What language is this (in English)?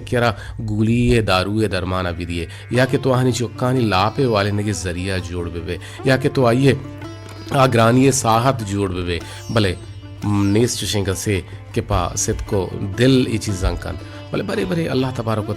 Baluchi